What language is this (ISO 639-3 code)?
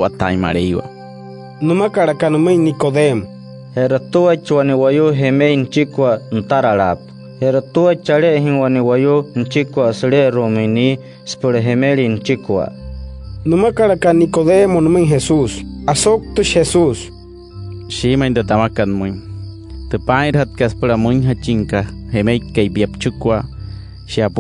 guc